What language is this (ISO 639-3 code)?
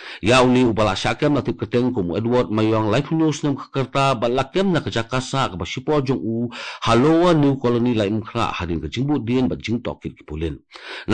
kha